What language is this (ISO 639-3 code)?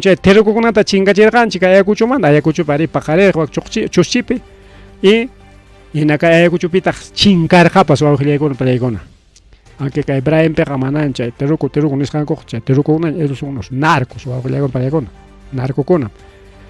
quy